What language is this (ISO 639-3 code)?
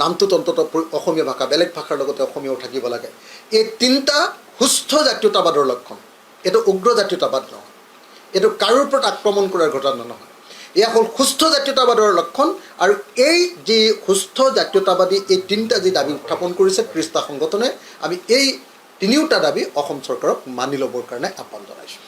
asm